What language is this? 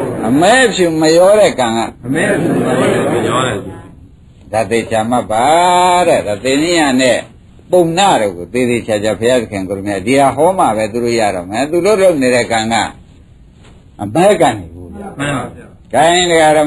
Burmese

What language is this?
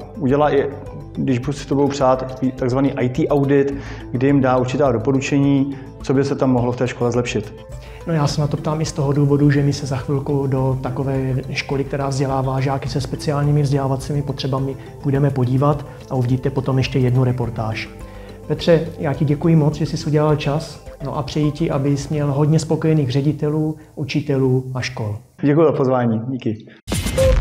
Czech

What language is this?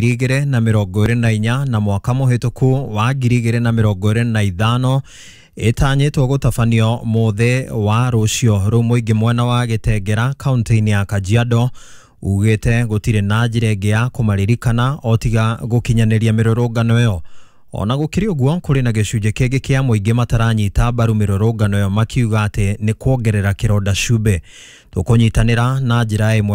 Kikuyu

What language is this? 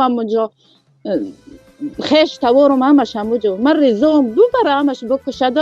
Tajik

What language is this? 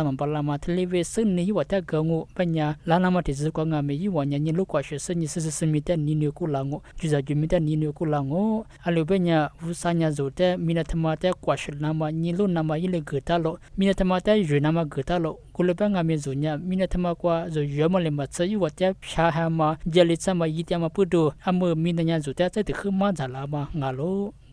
Lisu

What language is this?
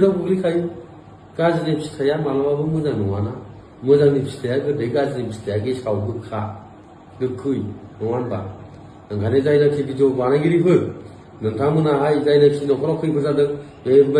Bodo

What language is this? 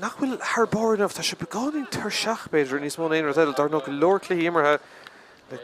Irish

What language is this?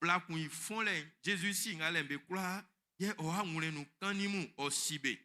Baoulé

